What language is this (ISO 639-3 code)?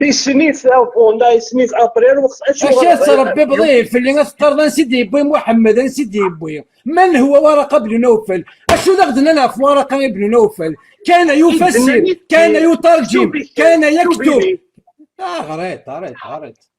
kab